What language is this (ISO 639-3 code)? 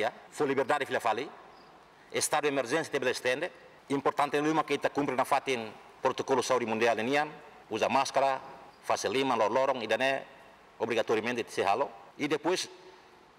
tet